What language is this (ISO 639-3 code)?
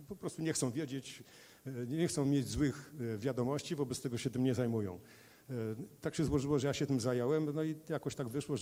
pol